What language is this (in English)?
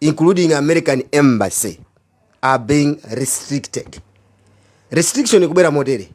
Nyanja